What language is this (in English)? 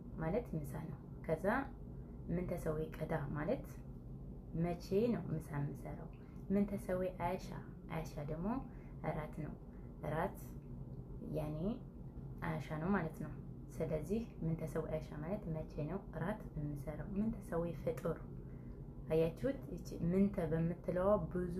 Amharic